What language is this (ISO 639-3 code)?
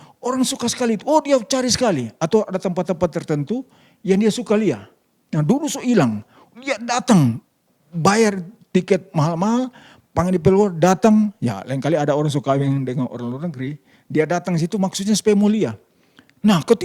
xmm